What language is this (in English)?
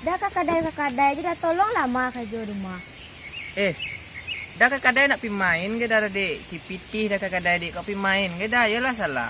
Minangkabau